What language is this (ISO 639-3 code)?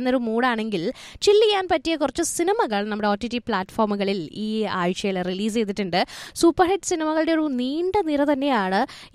mal